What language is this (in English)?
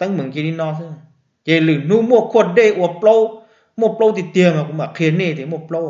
Hmong